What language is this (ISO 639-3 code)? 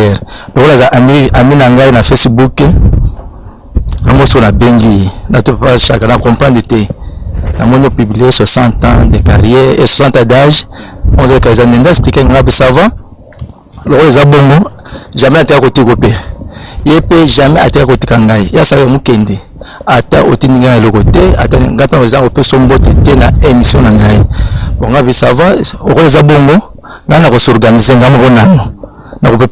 lin